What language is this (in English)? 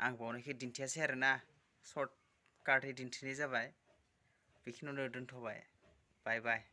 Bodo